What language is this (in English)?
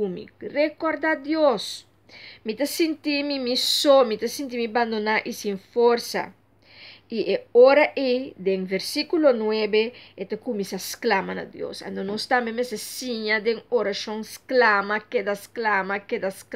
Papiamento